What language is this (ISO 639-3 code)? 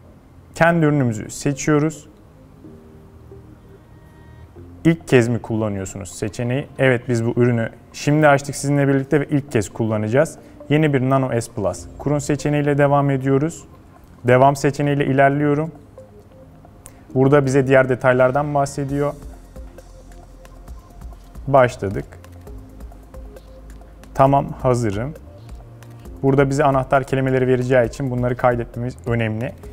tur